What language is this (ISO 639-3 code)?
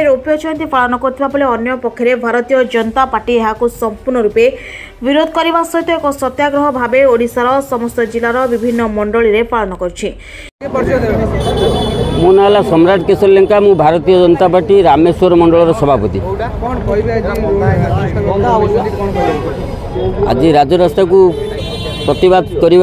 ori